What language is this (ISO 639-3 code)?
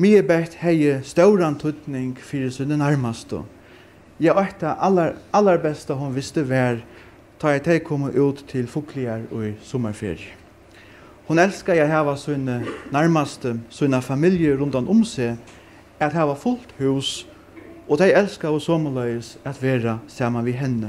fao